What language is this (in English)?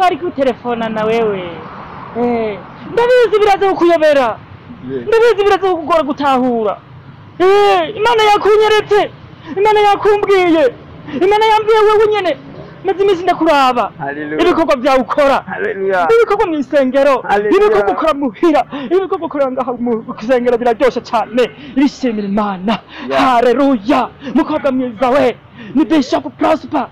Rundi